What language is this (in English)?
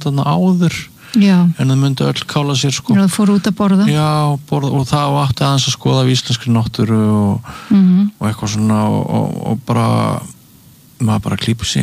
Icelandic